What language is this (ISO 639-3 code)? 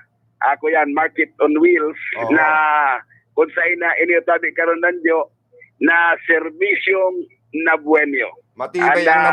bik